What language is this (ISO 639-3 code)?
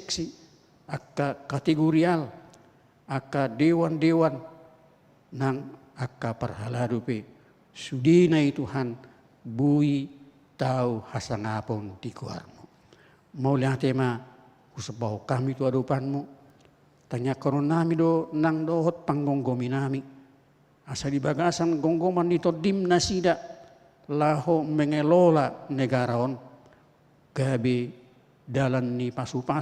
bbc